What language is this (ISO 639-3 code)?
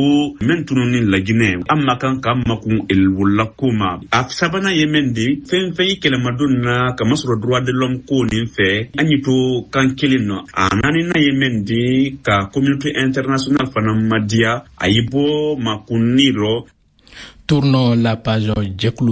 bam